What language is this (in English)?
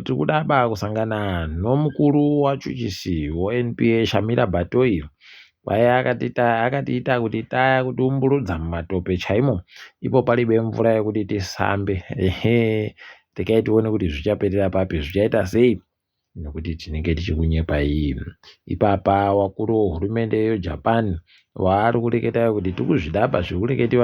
Ndau